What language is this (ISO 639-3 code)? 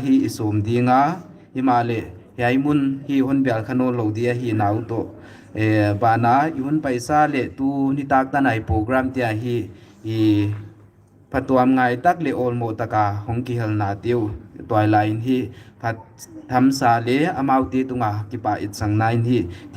pck